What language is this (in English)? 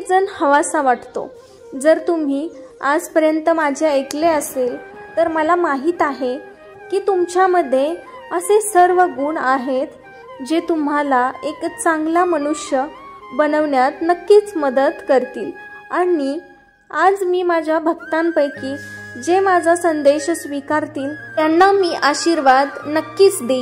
Marathi